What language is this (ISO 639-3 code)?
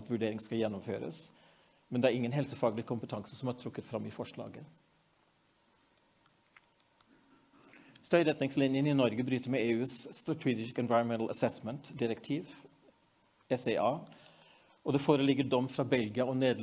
nor